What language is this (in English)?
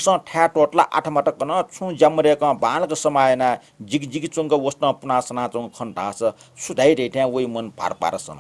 Newari